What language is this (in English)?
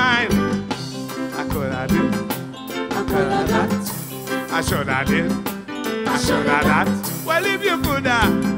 English